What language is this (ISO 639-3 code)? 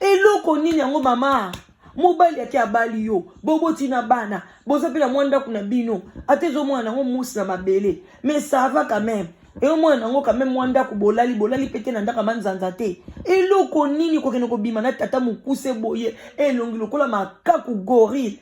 lin